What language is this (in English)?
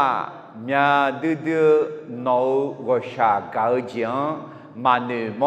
Akha